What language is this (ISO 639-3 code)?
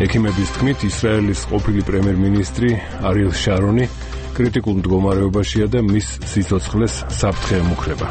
kat